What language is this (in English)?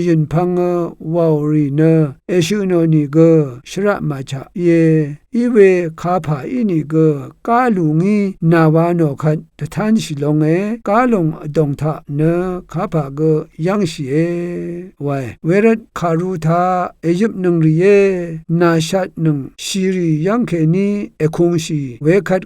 Rawang